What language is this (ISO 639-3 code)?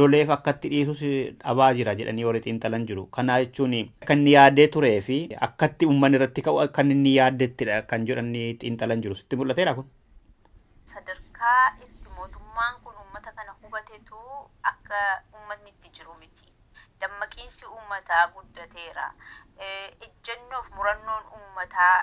orm